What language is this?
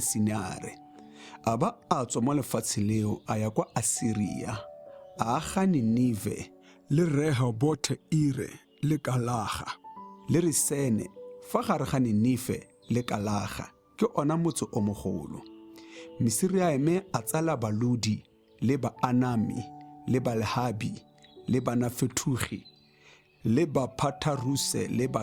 Tswana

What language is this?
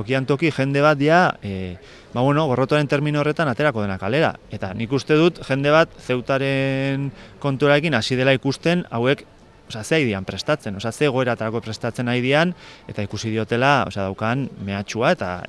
Basque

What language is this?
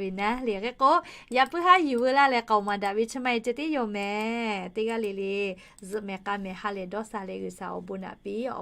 Lahu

